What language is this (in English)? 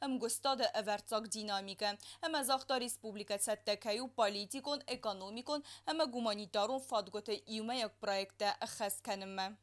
Ossetic